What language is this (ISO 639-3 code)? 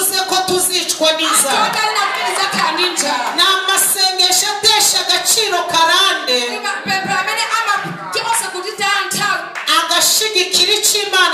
kin